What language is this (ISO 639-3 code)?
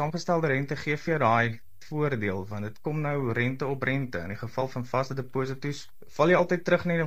afr